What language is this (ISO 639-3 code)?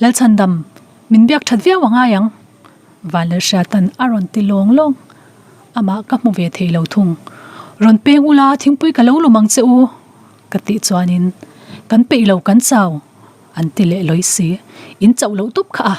lus